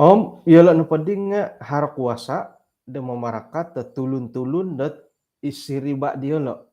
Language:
Central Dusun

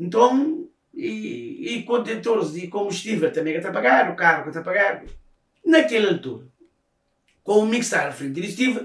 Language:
Kabuverdianu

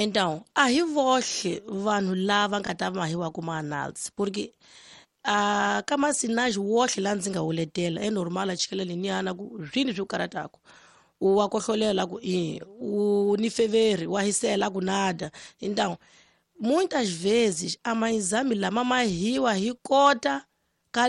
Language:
Tsonga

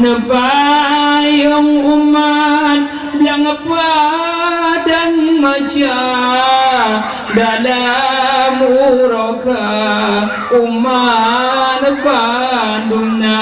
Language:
Achinese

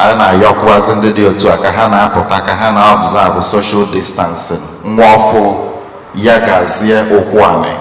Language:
Igbo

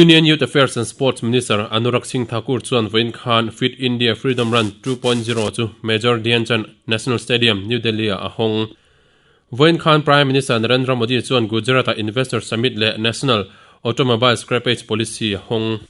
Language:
Mizo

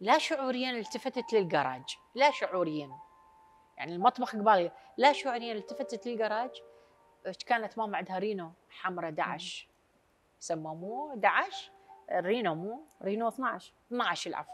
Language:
Mesopotamian Arabic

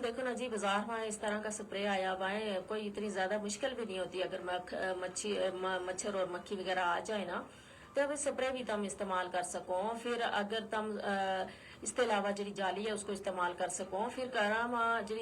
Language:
Gujari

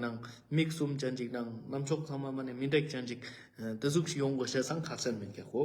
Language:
Ladakhi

